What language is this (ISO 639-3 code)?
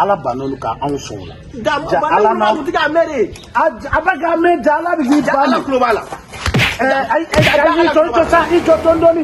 bam